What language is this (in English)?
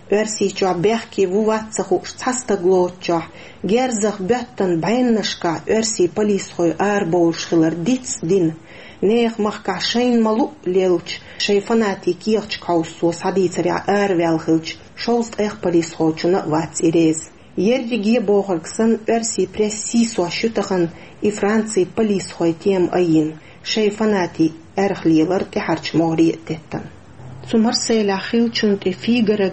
Chechen